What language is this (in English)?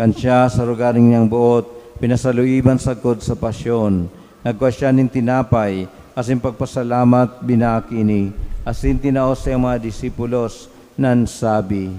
Bikol